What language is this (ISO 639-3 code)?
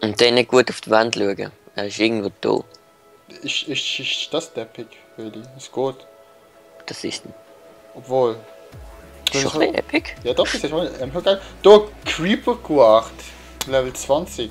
gsw